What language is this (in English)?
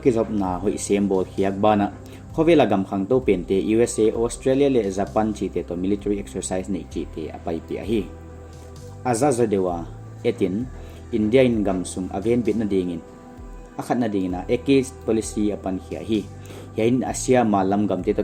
Paite Chin